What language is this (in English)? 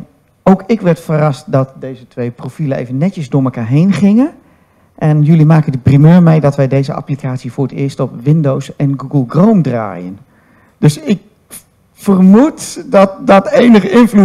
Dutch